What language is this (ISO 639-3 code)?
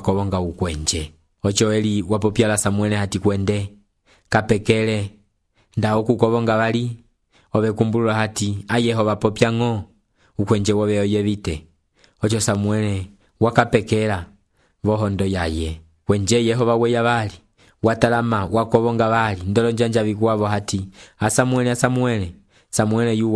umb